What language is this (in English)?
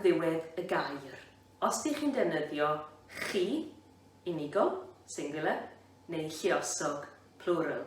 Welsh